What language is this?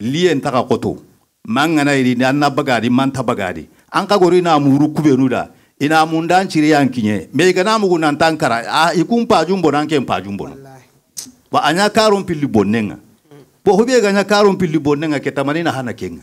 Bambara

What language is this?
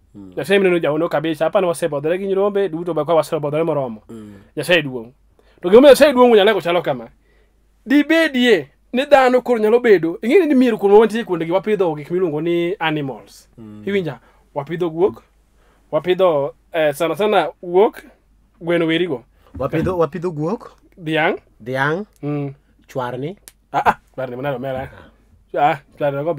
Luo (Kenya and Tanzania)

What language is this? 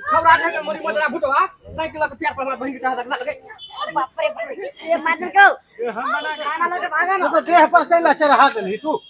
Maithili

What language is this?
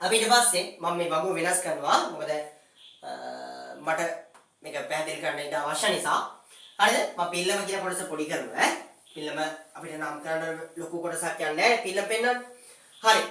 Sinhala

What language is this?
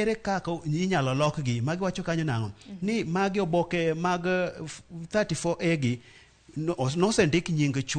Luo (Kenya and Tanzania)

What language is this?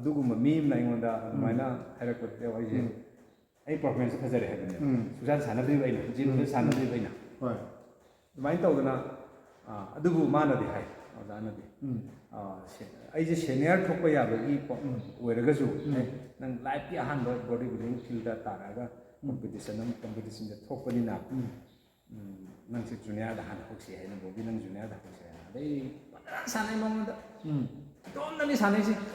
Manipuri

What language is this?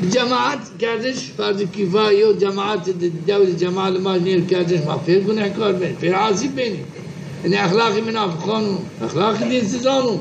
Zaza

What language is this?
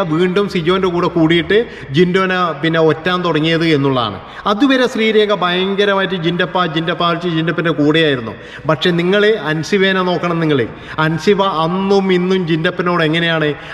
Malayalam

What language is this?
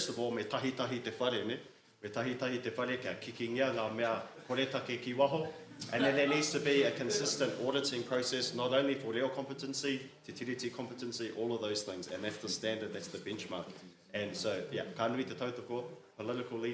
Māori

